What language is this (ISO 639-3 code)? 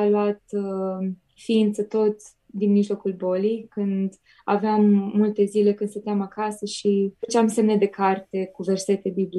ron